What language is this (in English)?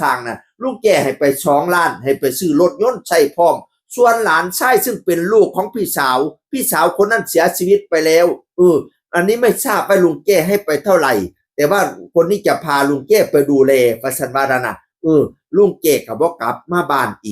Northeastern Thai